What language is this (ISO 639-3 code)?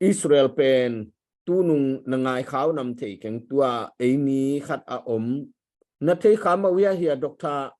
ctd